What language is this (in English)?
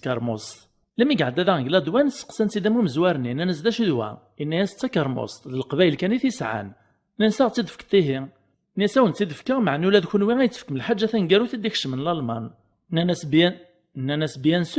Kabyle